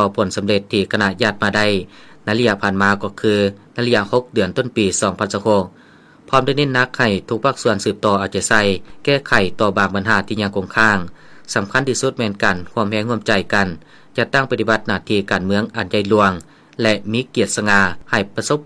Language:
Lao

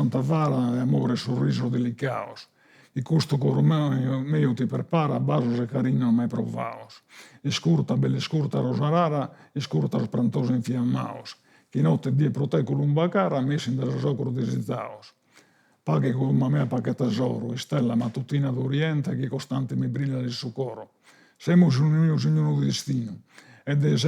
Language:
Sardinian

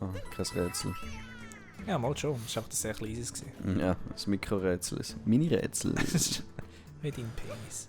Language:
Swiss German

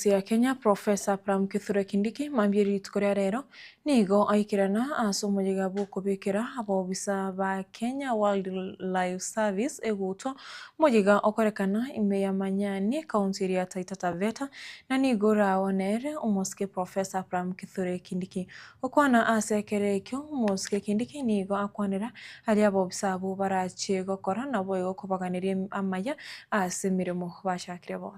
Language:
Gusii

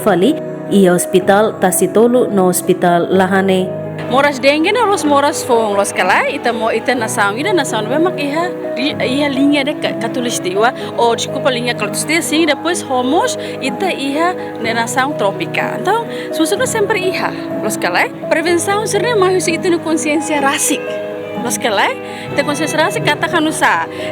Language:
Tetum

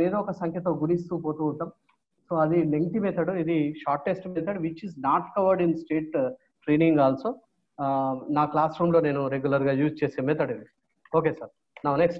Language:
Telugu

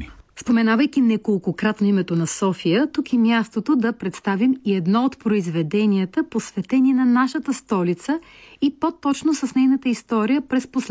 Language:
Bulgarian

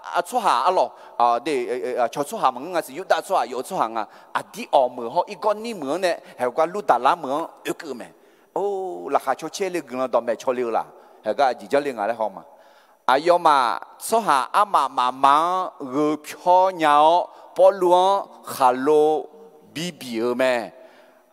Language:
Akha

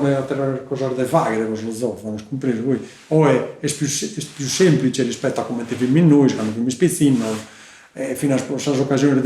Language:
Sardinian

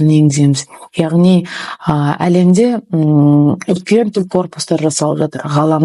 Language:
Kazakh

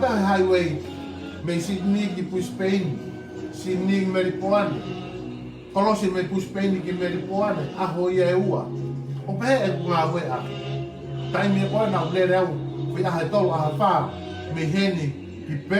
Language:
Tongan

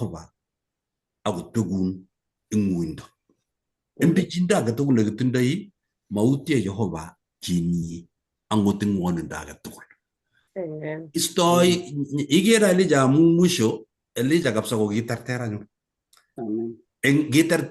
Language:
Kalenjin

